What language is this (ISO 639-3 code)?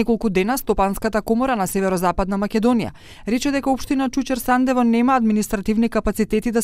mkd